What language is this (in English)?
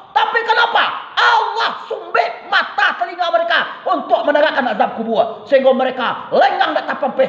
Minangkabau